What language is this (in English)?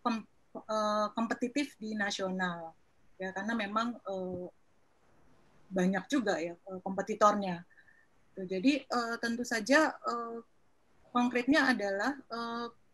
Indonesian